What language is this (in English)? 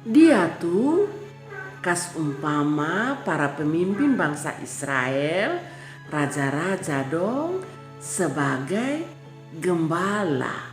Kupang Malay